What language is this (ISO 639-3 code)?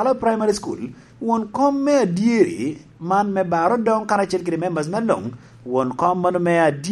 laj